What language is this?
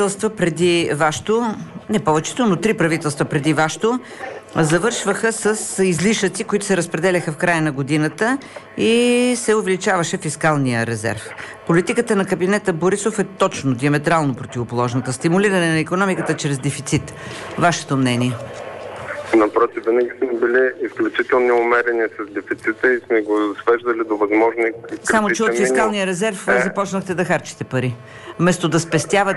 Bulgarian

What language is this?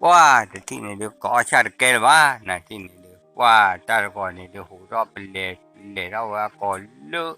S'gaw Karen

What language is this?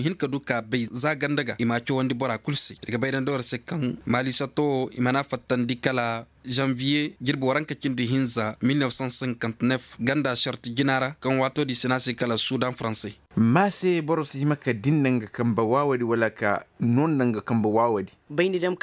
Koyraboro Senni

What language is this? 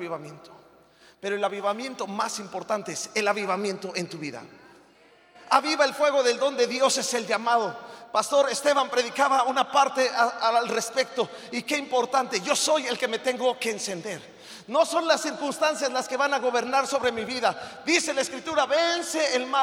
Spanish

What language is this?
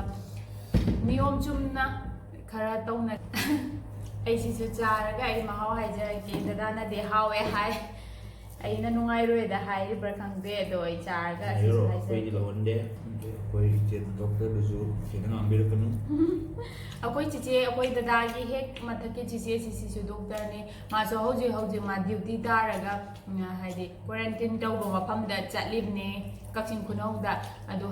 Manipuri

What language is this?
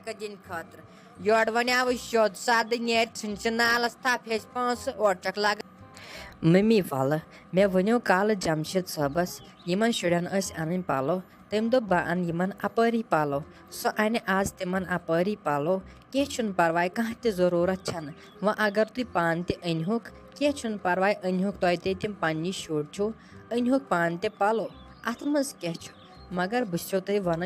Kashmiri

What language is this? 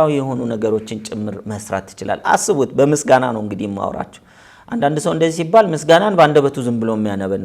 Amharic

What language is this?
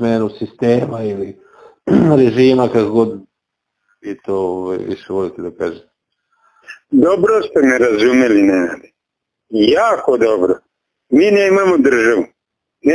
Serbian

